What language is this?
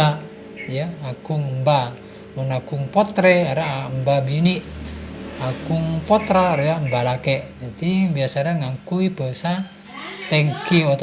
Madurese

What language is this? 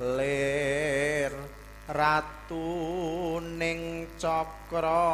Javanese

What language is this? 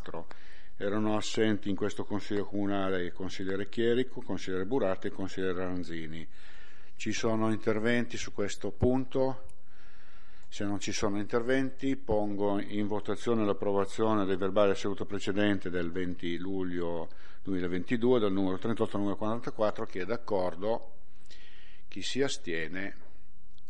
Italian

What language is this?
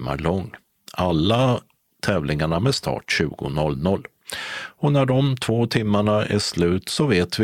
Swedish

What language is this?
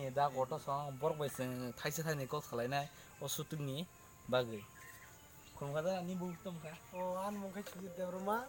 Kok Borok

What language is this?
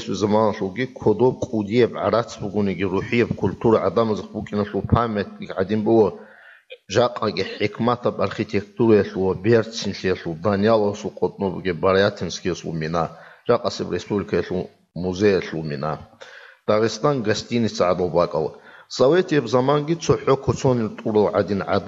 Avaric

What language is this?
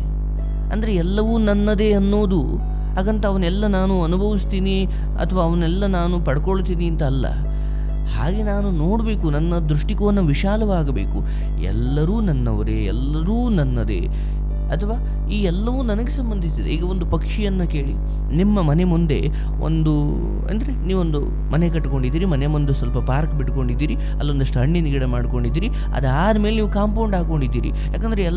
Kannada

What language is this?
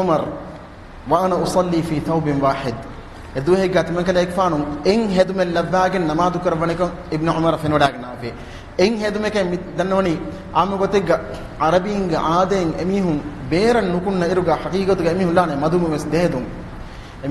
Divehi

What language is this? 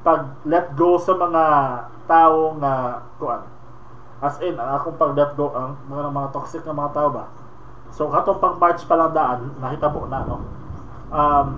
Cebuano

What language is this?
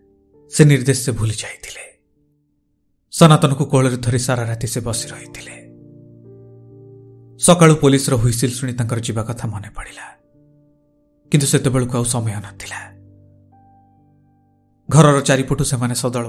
Odia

